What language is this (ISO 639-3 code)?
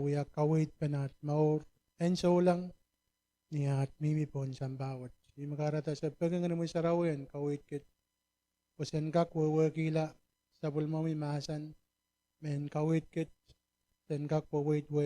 pon